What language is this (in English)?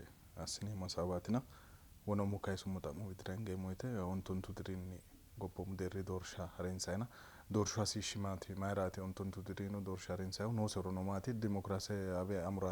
Sidamo